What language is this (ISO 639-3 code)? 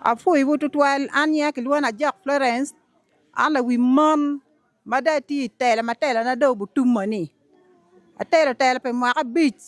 ach